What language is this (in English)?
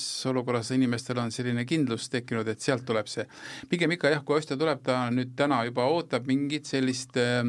Estonian